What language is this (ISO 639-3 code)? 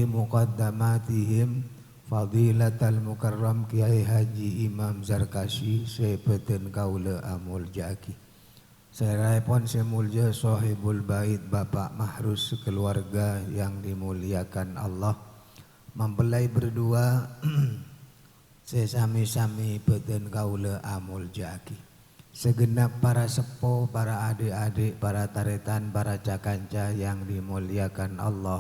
mad